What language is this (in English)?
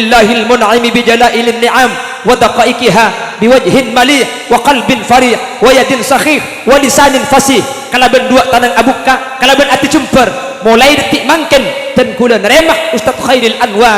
Madurese